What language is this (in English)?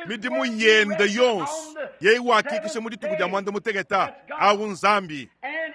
Luba-Lulua